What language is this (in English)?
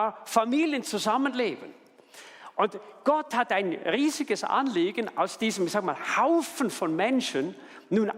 Swiss German